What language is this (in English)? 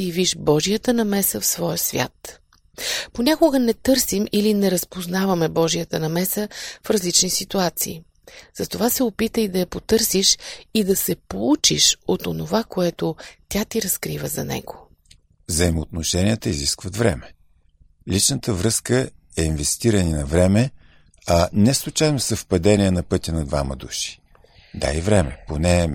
Bulgarian